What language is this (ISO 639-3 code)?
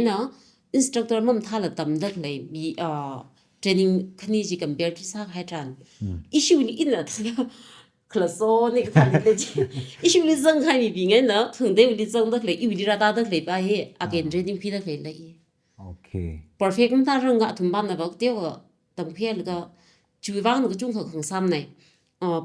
nmf